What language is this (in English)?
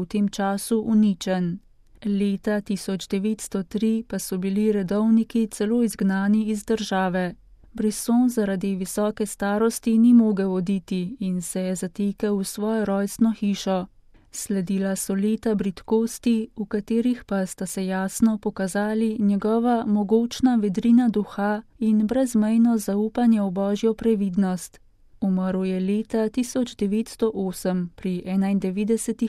Slovenian